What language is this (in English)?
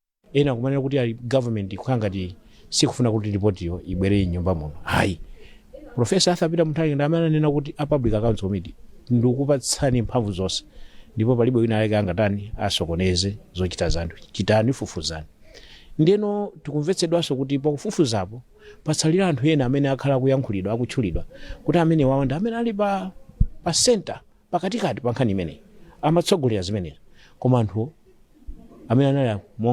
Nyanja